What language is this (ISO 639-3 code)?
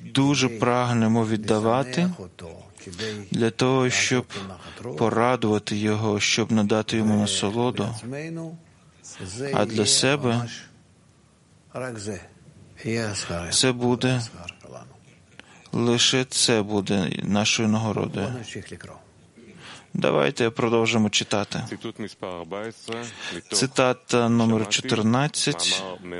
ukr